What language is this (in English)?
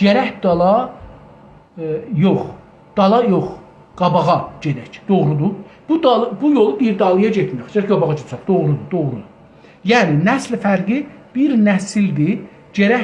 South Azerbaijani